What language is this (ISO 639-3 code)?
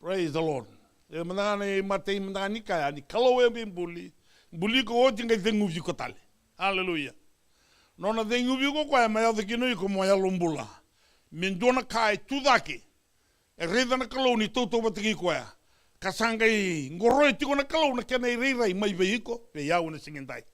fij